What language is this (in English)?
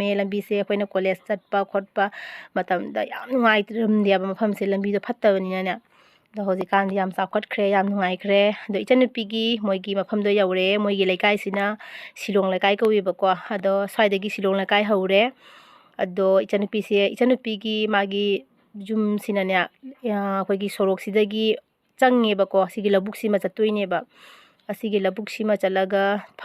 Manipuri